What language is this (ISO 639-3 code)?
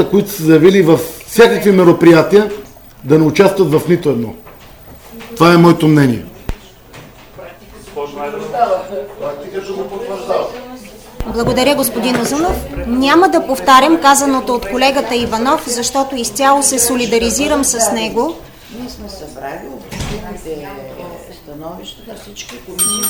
bul